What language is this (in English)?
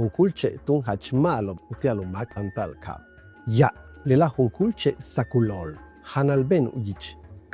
Yucateco